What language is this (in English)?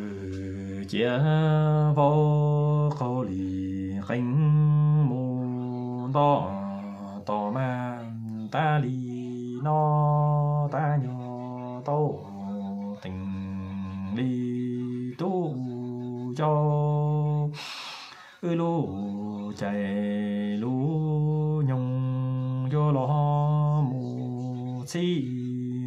Hmong